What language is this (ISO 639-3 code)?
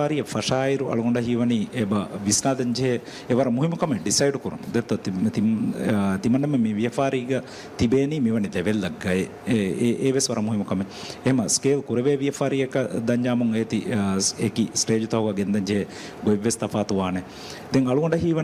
div